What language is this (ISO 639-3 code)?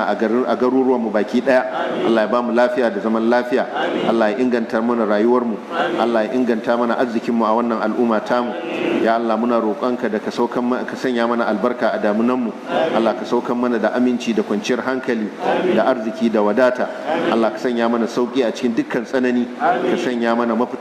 hau